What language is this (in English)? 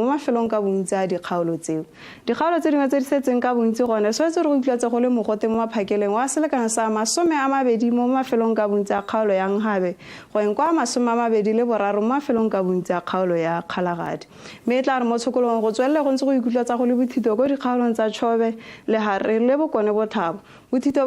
Tswana